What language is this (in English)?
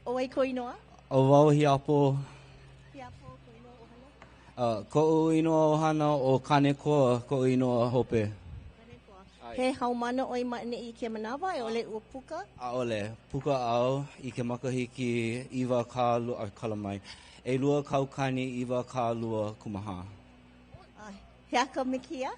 Hawaiian